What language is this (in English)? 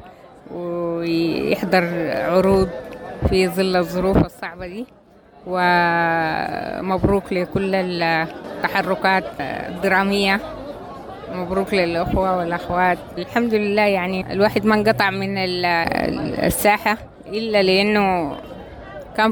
Sudanese Arabic